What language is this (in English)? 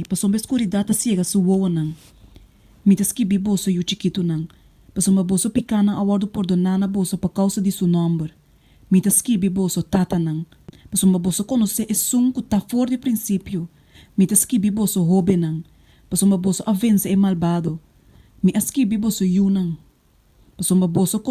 Papiamento